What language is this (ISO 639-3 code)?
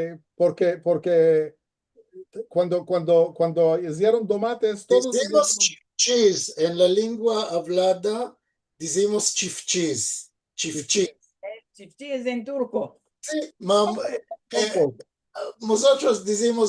lad